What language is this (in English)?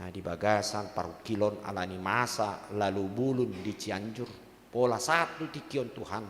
Batak Toba